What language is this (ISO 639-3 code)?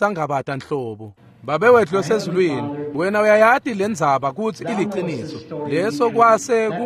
ssw